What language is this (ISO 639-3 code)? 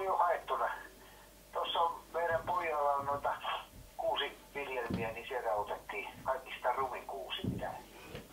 fin